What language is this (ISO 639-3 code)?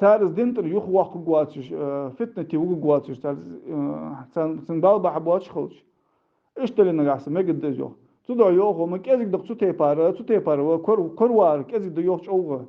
inh